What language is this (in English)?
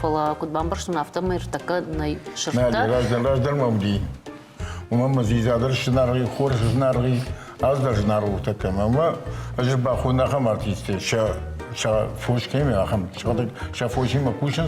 Ossetic